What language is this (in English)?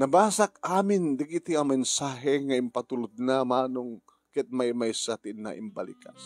Iloko